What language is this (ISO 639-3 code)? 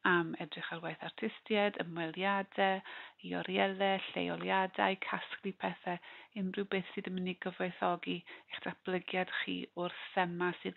cym